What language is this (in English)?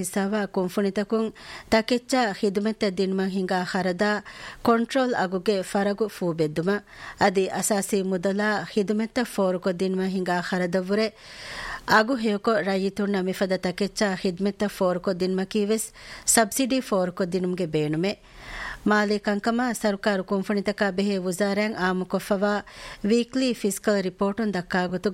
Divehi